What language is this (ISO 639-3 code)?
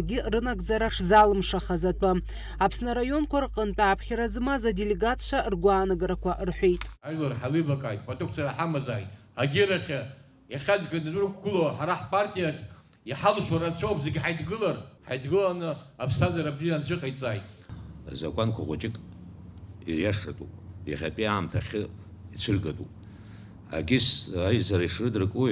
abk